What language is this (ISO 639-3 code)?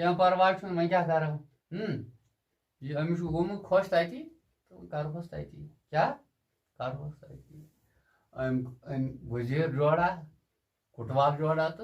kas